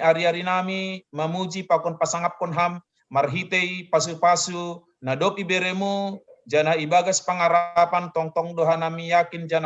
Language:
Batak Simalungun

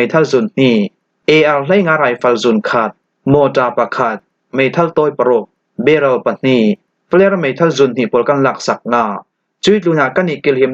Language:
Falam Chin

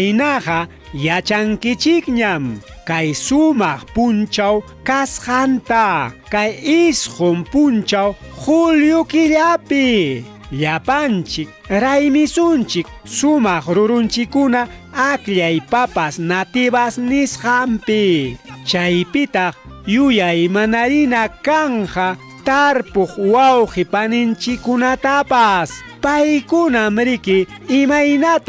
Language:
Ayacucho Quechua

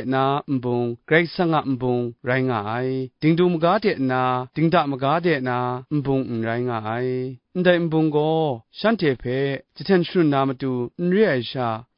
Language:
Kachin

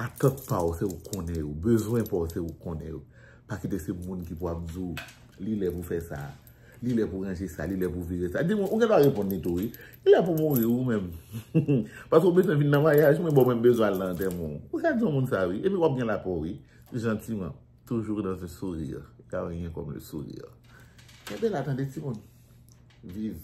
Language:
Haitian Creole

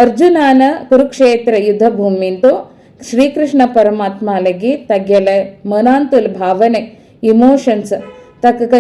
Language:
Konkani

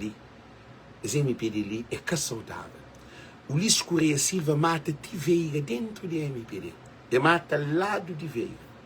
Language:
Kabuverdianu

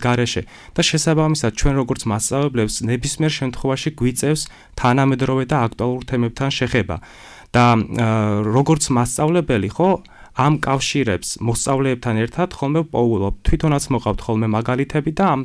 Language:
Georgian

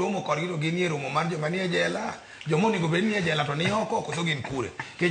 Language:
Luo (Kenya and Tanzania)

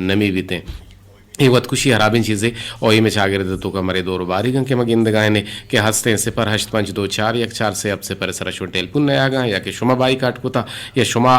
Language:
Eastern Balochi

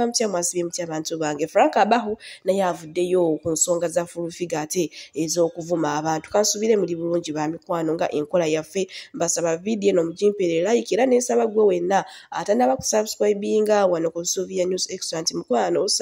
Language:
Ganda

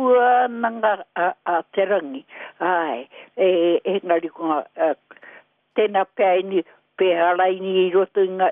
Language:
Māori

